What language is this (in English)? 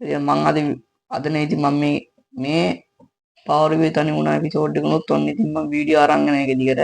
Sinhala